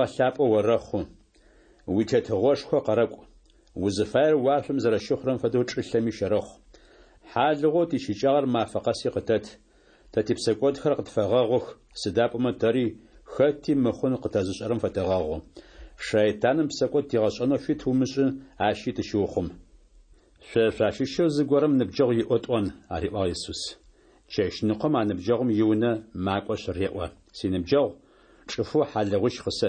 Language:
Adyghe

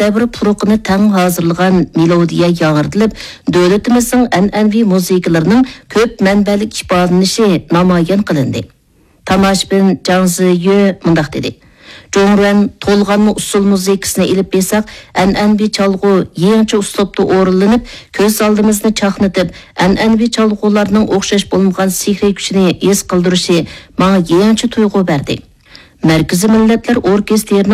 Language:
Uyghur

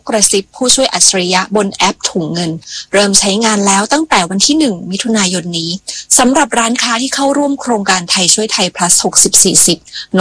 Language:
Thai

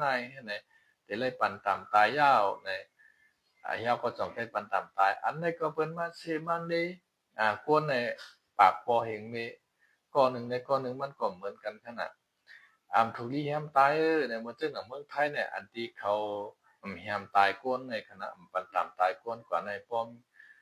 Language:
Shan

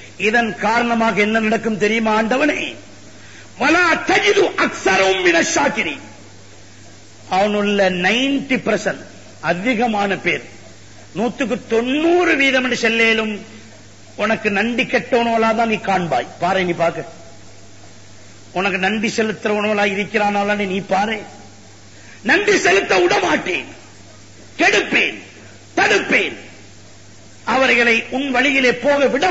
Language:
Tamil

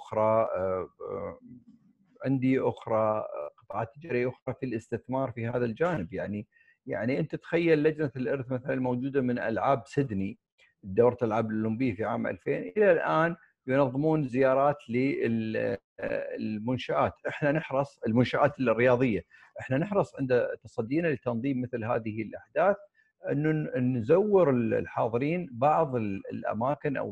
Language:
Arabic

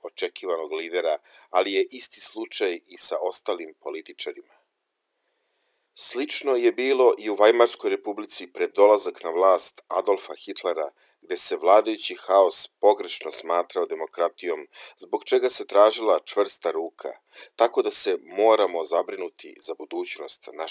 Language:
Serbian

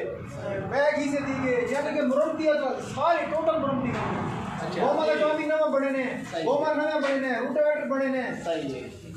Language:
Saraiki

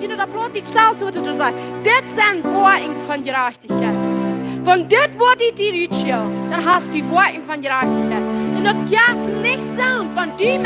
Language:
Plautdietsch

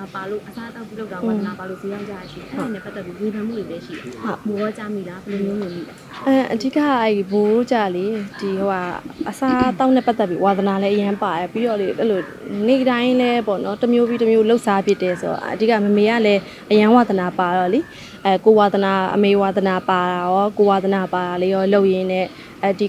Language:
Burmese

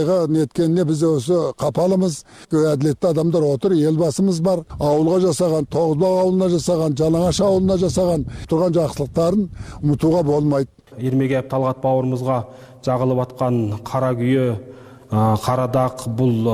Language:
Kyrgyz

